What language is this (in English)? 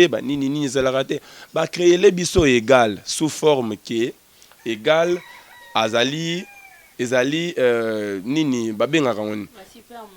Lingala